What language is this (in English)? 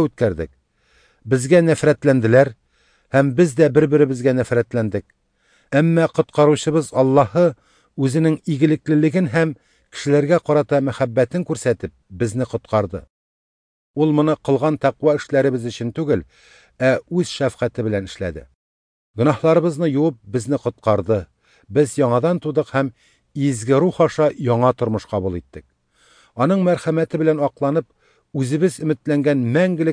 Tatar